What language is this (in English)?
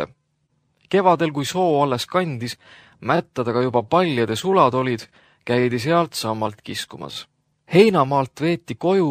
Estonian